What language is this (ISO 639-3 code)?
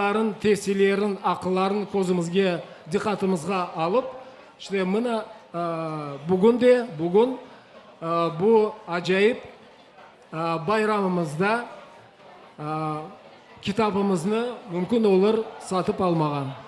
crh